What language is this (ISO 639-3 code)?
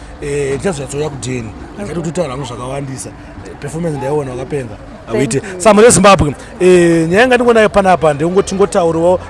sna